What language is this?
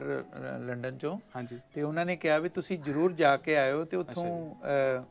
Punjabi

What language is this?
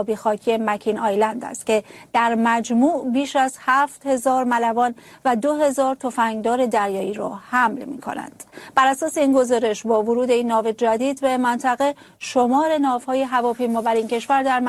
Persian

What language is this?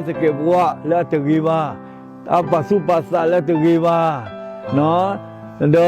S'gaw Karen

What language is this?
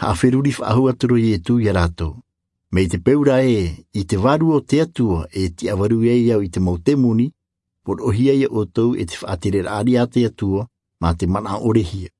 Tahitian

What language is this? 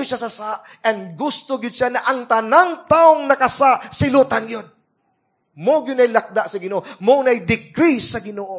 Cebuano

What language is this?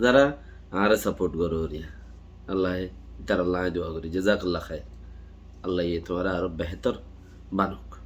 Rohingya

